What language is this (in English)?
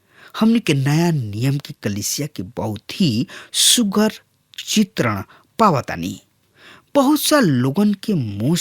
Bhojpuri